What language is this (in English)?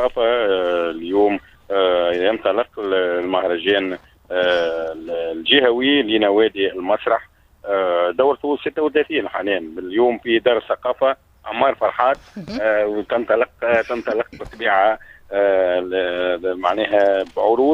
Tunisian Arabic